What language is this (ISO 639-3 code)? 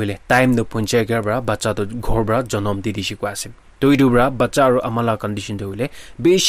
nag